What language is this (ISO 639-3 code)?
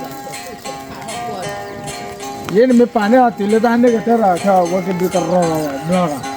ksw